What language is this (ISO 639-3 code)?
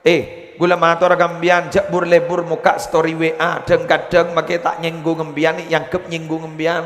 mad